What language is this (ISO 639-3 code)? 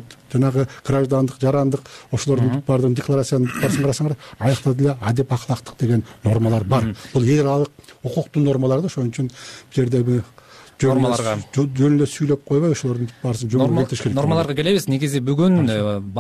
kir